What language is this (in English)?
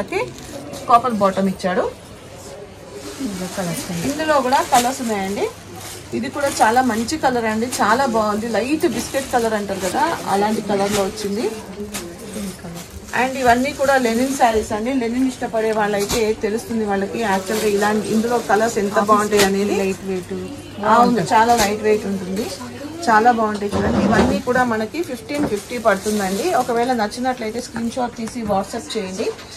Telugu